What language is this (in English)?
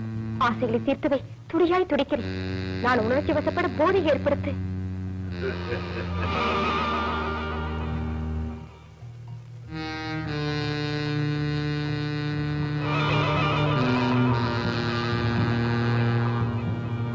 Tamil